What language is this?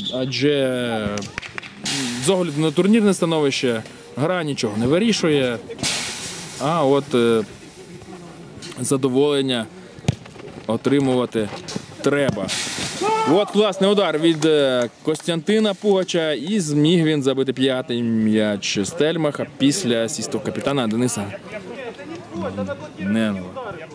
Ukrainian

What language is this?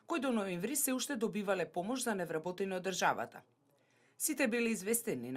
Macedonian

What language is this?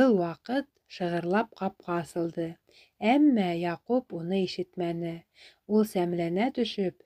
Bashkir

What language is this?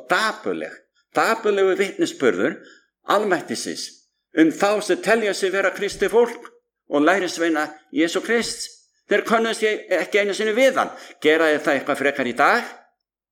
Icelandic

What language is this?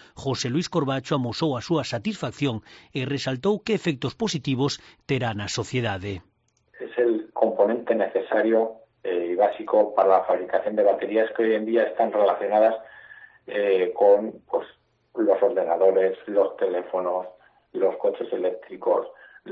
Galician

